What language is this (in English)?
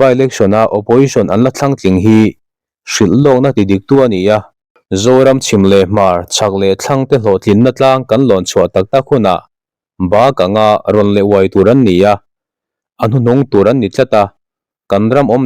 Mizo